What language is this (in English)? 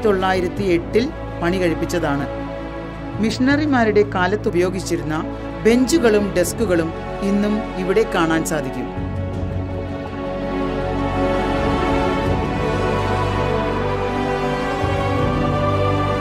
Malayalam